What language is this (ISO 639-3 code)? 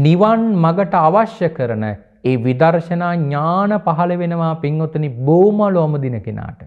sin